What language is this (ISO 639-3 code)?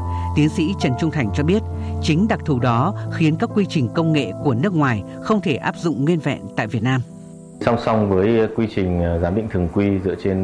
vie